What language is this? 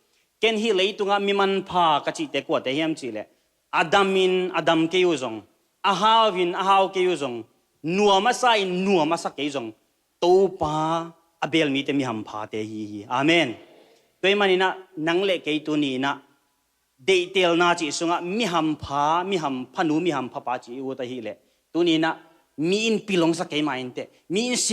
Tedim Chin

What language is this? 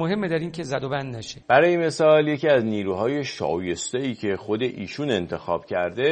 Persian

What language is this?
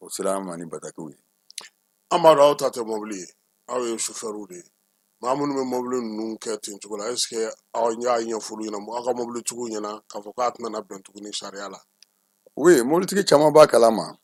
Bambara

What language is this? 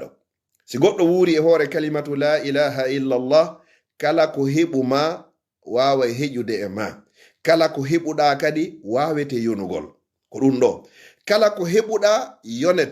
Fula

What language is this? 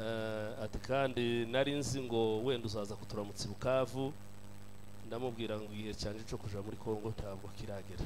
Kinyarwanda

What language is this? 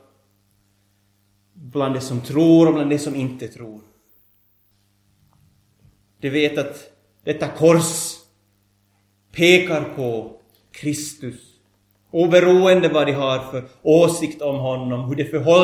Swedish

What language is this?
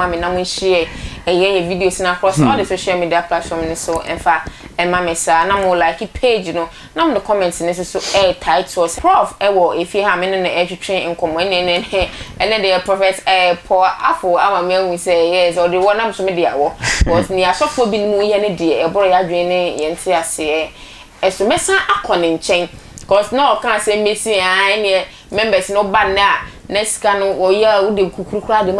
Akan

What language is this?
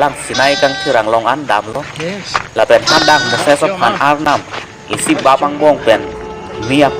Karbi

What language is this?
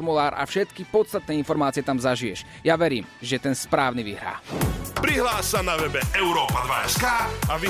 Slovak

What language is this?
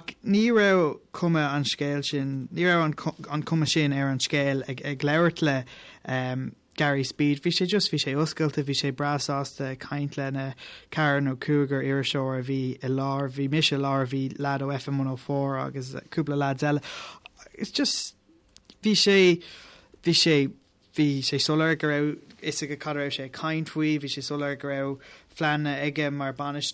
Irish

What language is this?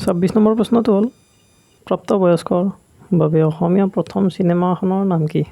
Assamese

